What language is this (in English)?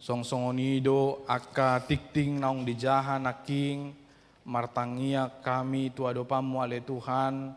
Batak Toba